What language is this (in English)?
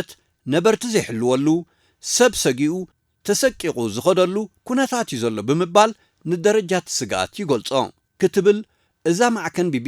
Tigrinya